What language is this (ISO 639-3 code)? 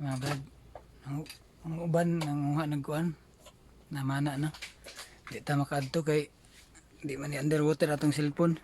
ceb